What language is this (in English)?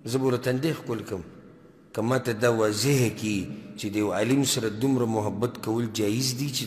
Pashto